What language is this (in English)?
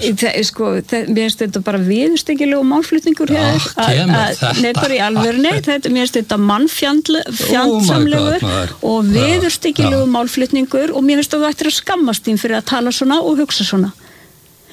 Icelandic